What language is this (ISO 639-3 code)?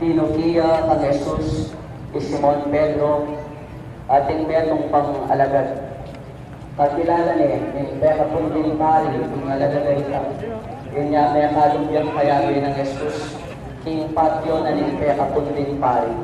pam